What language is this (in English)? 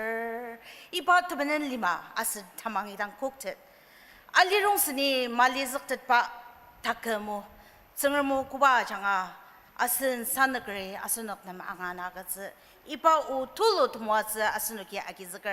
Ao Naga